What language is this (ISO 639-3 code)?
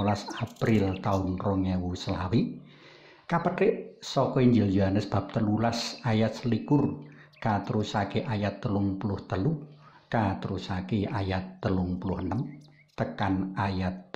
jav